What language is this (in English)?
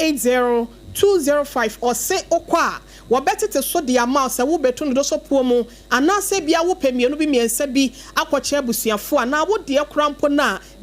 Akan